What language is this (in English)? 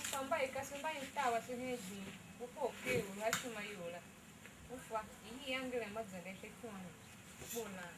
Tiv